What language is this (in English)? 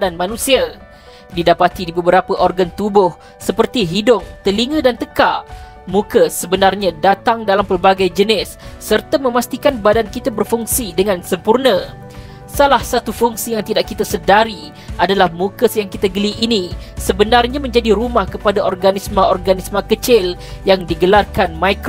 Malay